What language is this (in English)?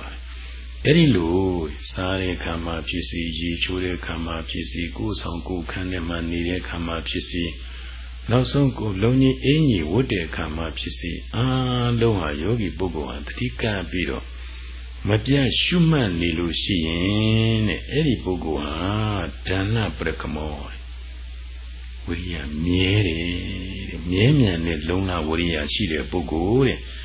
Burmese